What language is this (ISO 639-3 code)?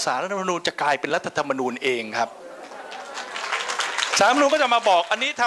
tha